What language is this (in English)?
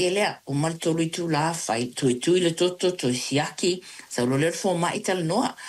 Samoan